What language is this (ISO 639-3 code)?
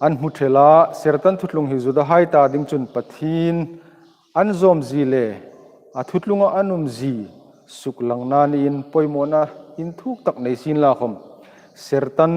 hmr